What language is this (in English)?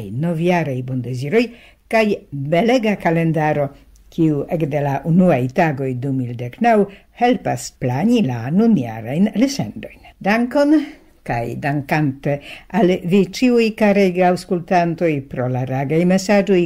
Esperanto